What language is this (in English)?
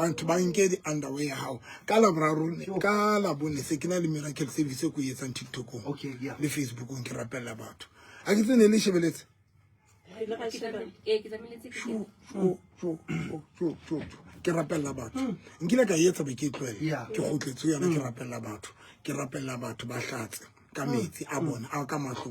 Southern Sotho